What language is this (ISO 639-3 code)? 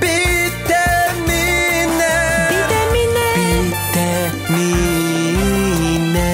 sah